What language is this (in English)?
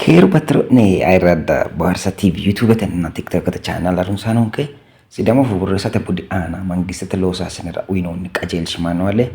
Sidamo